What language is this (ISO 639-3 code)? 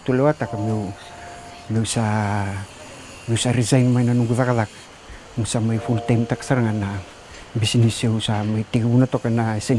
fij